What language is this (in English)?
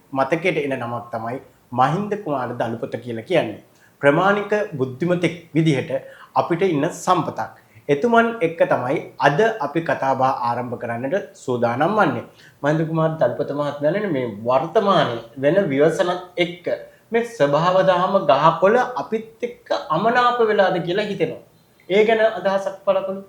Sinhala